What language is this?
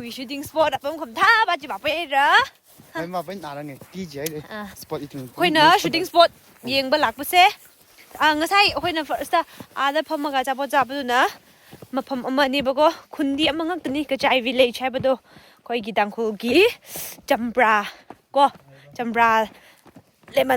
Tangkhul Naga (India)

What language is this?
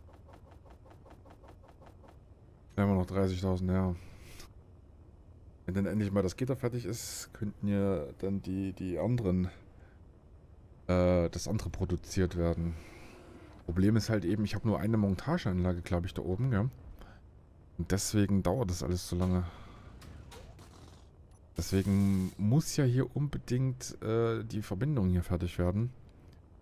German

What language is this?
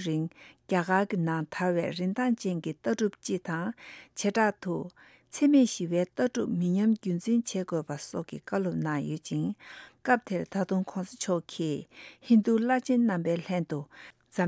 Tibetan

